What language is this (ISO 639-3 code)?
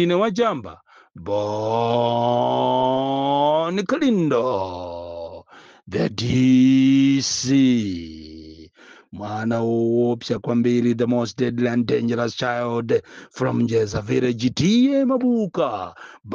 nya